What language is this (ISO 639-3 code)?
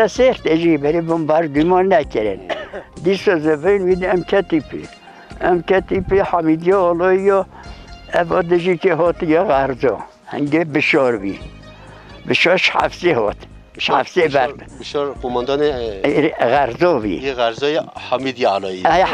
kur